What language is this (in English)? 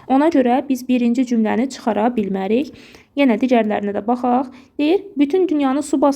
Azerbaijani